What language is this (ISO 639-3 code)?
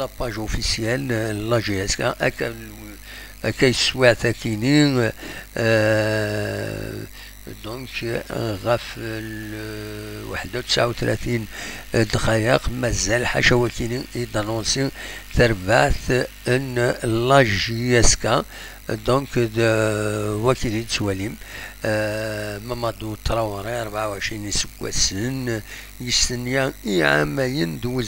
kab